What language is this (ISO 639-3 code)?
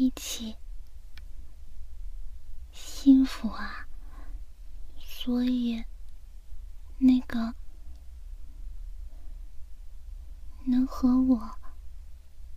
zho